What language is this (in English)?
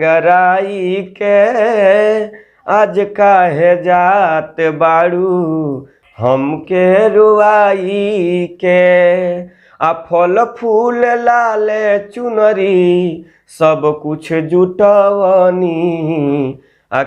Bhojpuri